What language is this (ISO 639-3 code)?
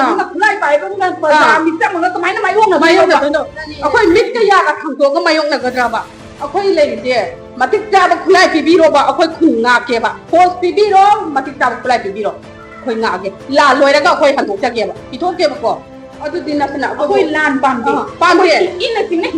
mni